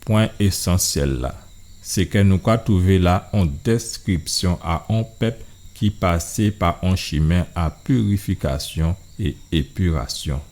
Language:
Guadeloupean Creole French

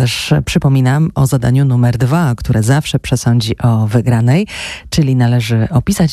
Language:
Polish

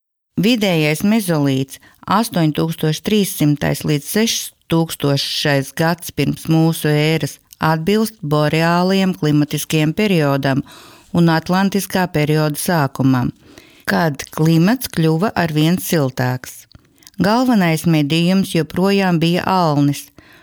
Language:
Latvian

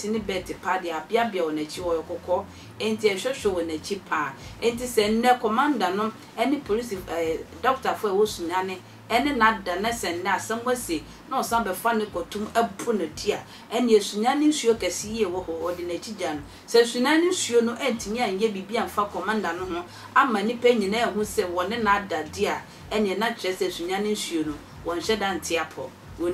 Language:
Akan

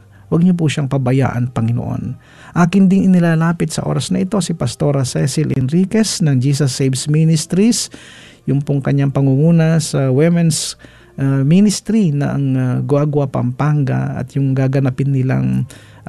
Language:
Filipino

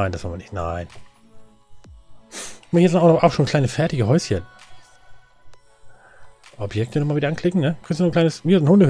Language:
German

